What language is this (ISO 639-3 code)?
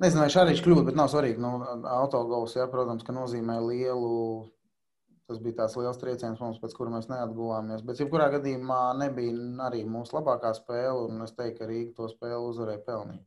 lav